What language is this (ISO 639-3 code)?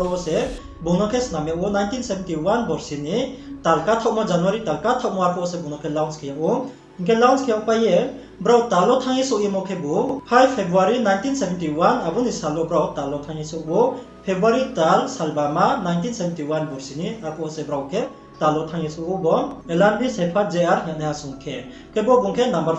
ria